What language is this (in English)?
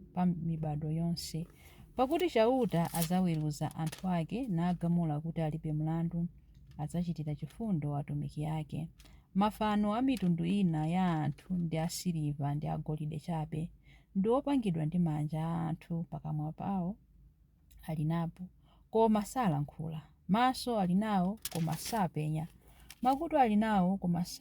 Nyanja